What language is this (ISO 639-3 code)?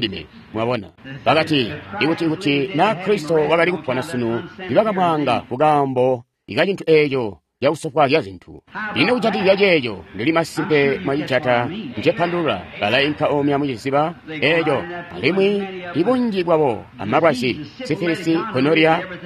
toi